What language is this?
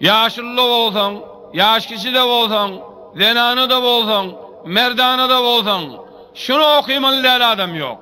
Turkmen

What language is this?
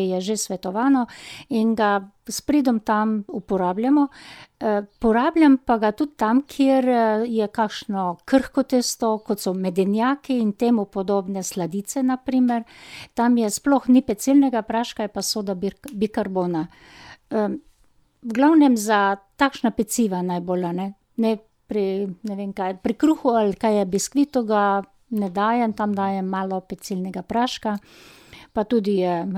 Slovenian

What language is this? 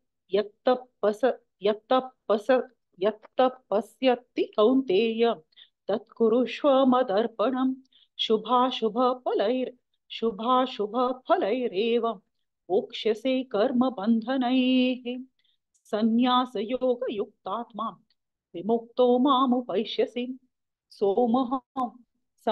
Sanskrit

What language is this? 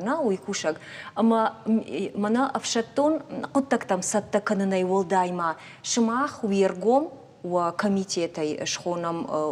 Ossetic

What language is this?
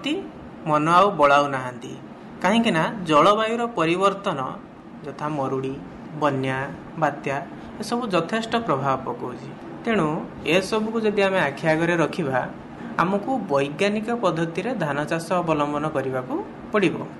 Odia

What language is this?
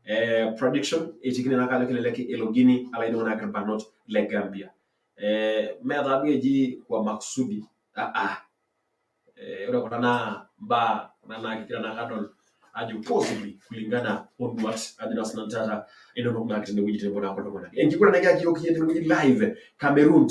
Masai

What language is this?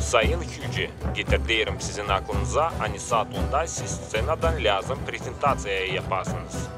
Gagauz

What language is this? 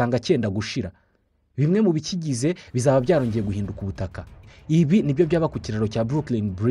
Kinyarwanda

